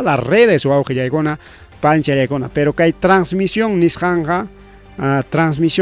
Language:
Ayacucho Quechua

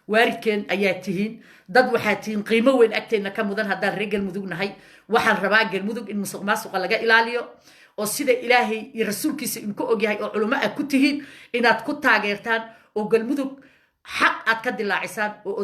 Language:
Somali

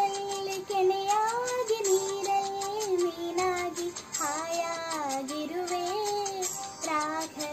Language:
Kannada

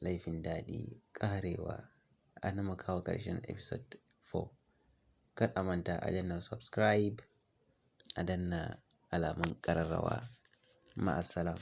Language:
Hausa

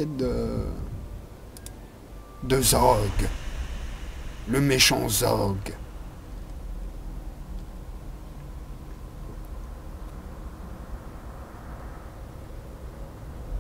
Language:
French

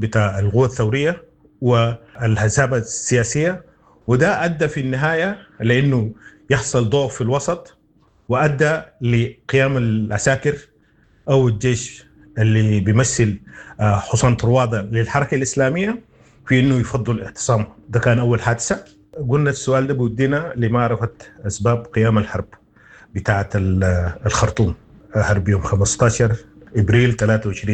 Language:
Sudanese Arabic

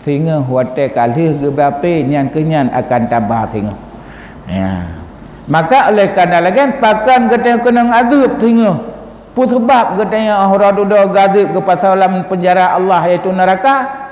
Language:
Achinese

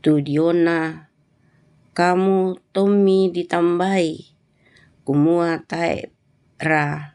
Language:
Toraja-Sa'dan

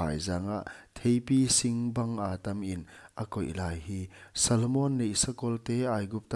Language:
Paite Chin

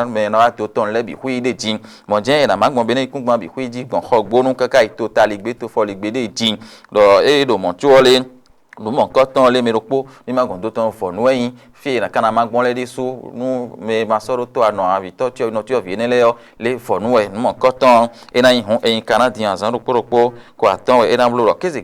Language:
Fon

